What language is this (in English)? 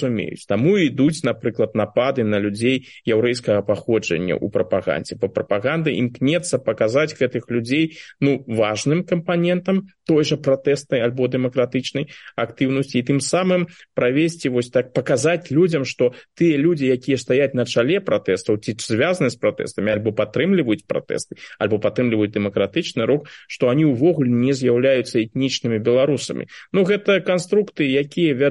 Belarusian